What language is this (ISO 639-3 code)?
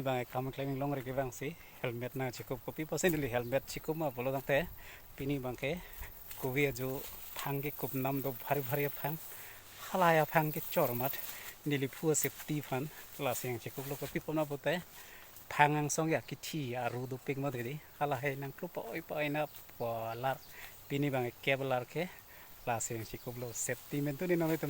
mjw